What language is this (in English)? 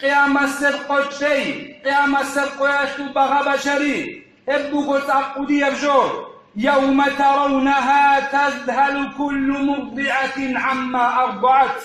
Avaric